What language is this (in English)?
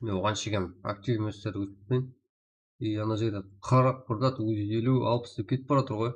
Kara-Kalpak